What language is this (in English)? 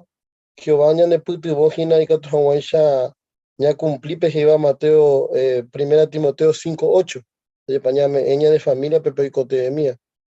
Guarani